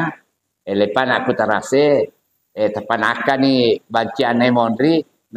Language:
Buginese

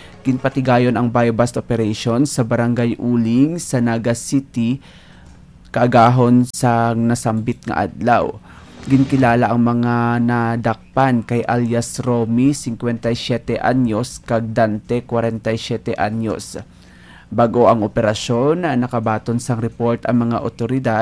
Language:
Hiligaynon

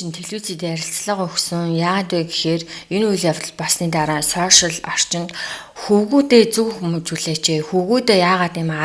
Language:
Mongolian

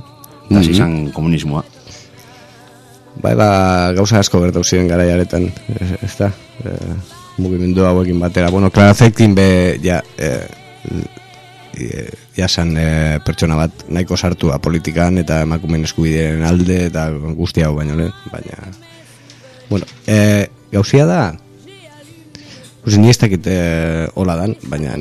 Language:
Basque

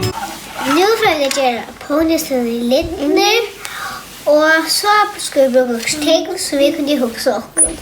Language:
Faroese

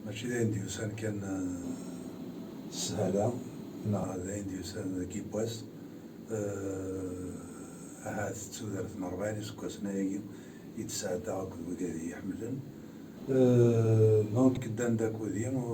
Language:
Kabyle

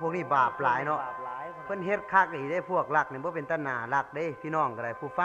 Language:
Lao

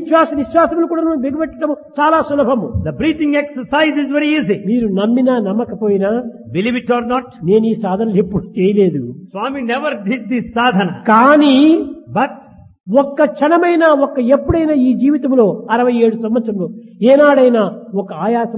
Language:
Telugu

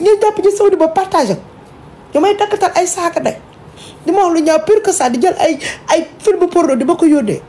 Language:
Wolof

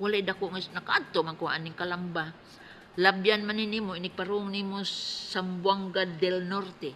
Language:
Cebuano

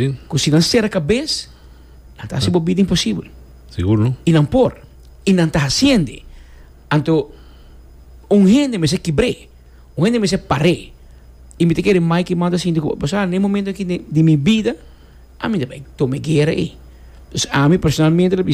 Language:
Papiamento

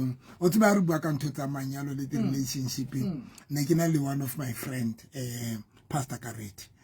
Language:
Southern Sotho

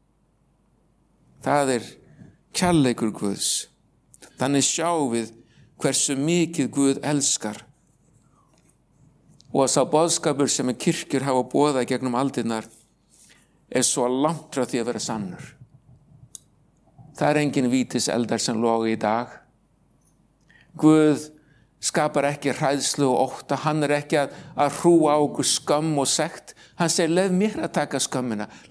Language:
Icelandic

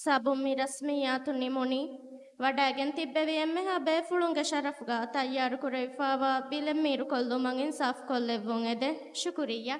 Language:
Divehi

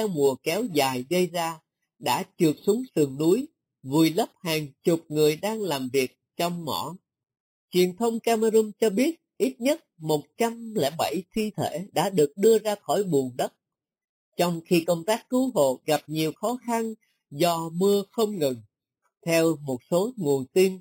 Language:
Vietnamese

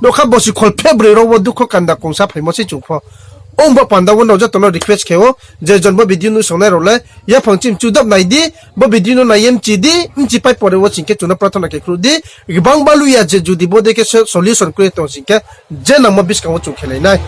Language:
Riang (India)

